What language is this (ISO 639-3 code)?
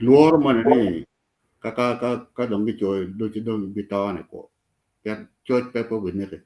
ach